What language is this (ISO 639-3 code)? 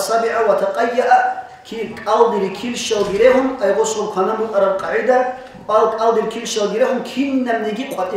ava